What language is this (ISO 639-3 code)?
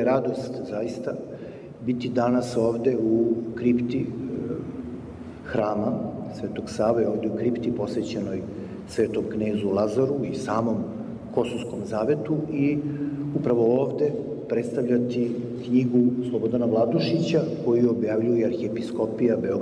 srp